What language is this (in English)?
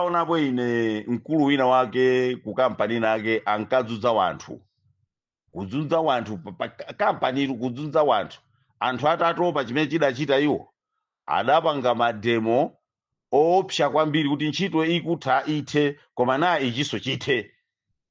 Nyanja